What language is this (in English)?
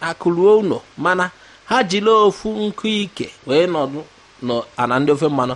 Igbo